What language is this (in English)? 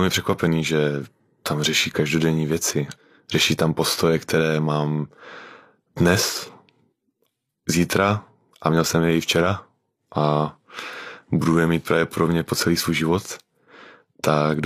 Czech